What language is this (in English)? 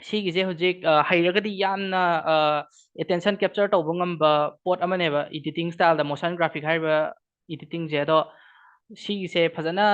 Manipuri